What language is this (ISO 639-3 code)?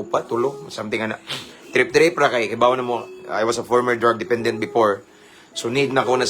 ceb